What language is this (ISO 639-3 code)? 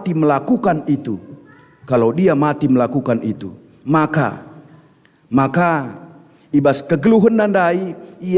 btx